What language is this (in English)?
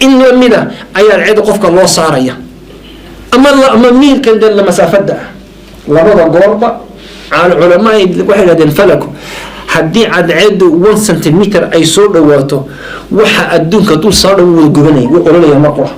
Somali